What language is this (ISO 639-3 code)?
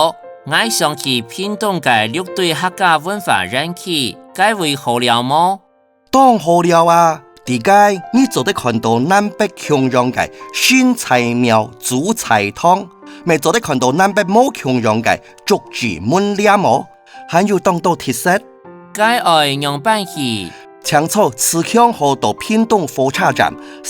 hak